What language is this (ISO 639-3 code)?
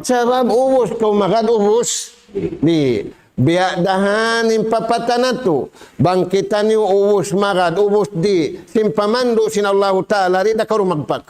tsg